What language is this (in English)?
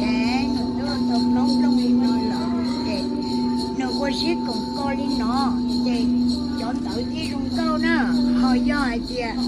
Hmong